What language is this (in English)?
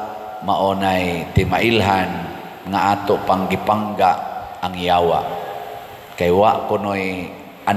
Cebuano